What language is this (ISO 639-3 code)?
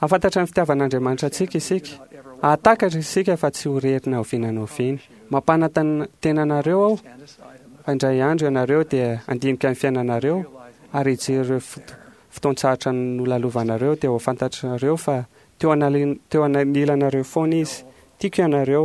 mlg